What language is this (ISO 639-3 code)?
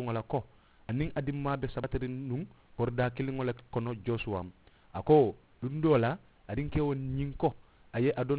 man